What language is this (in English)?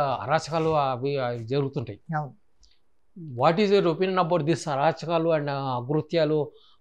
Telugu